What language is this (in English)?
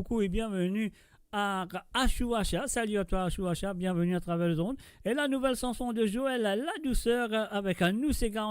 Morisyen